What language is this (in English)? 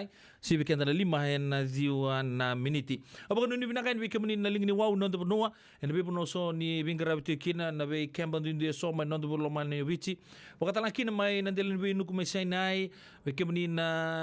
Fijian